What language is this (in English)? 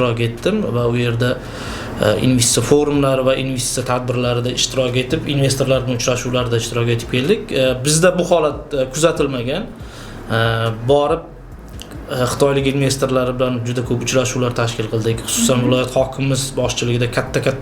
Uzbek